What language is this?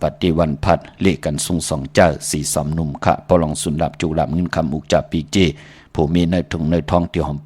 Shan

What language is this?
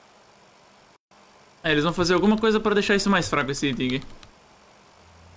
Portuguese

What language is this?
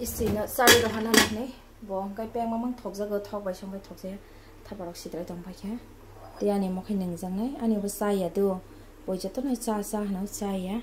Kok Borok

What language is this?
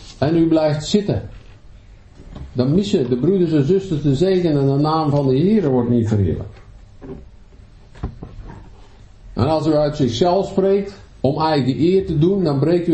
Dutch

